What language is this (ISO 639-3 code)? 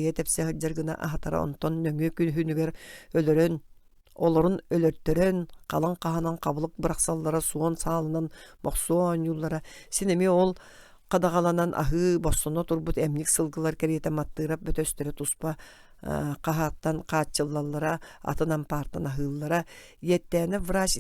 sah